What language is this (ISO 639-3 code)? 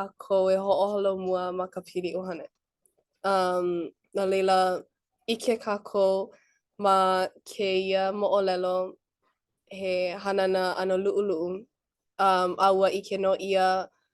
haw